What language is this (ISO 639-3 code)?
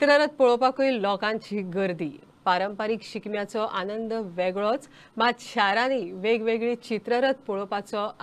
kok